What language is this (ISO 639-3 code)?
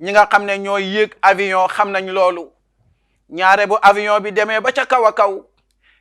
wol